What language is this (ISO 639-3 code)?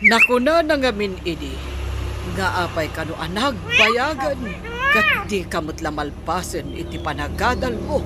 ilo